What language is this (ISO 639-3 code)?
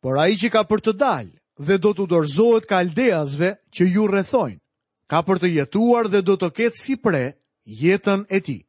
sqi